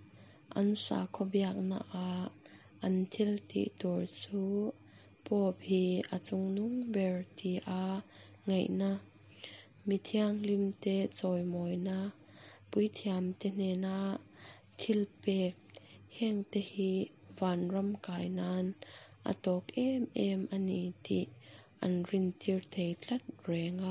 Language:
Mizo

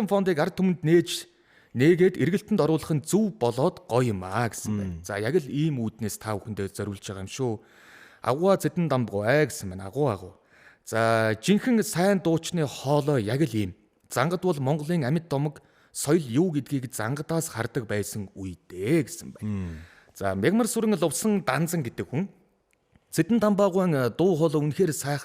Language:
Mongolian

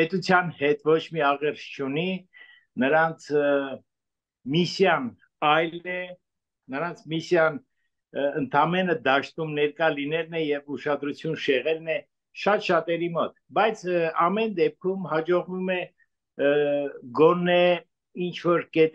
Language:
Armenian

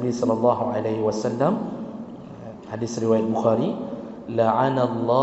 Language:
Malay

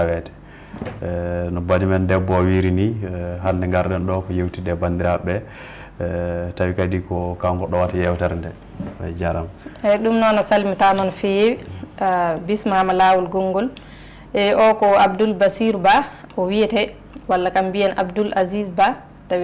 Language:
Fula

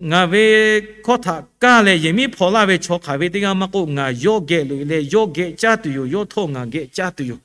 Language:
Lahu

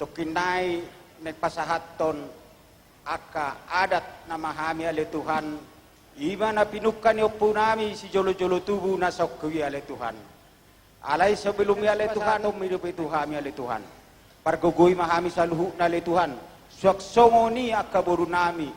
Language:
Batak Toba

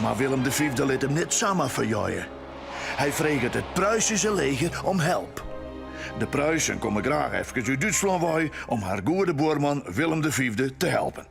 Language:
Western Frisian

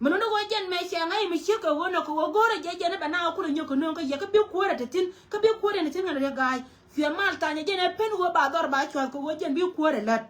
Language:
Nuer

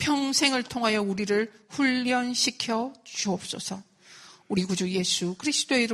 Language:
Korean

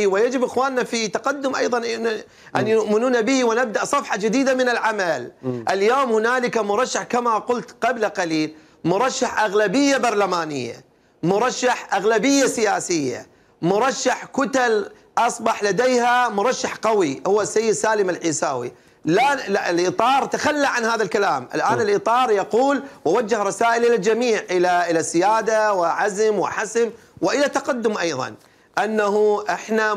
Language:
Mesopotamian Arabic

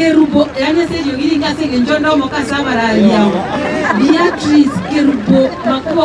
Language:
Gusii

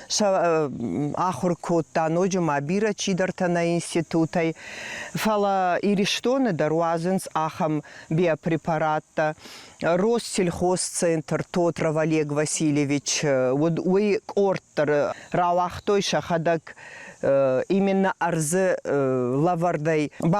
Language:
Ossetic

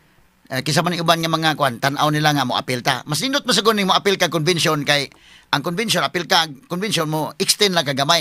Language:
Cebuano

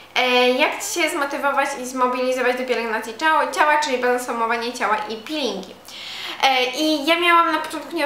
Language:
Polish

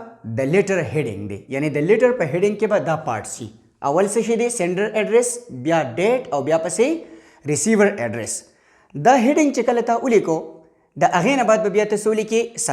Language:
Pashto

